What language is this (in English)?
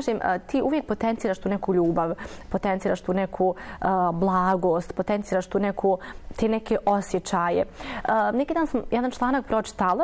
Bosnian